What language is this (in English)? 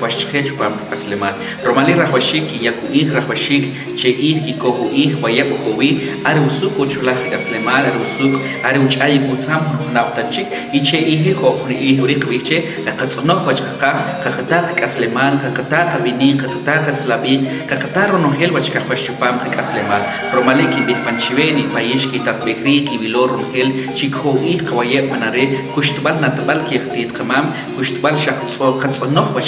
Achi